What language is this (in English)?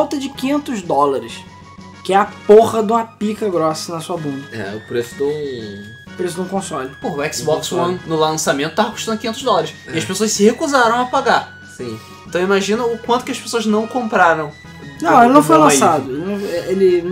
Portuguese